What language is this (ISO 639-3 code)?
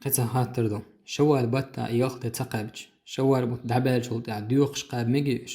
che